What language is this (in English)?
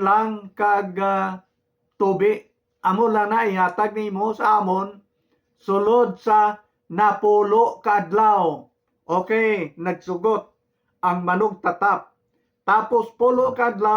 Hiligaynon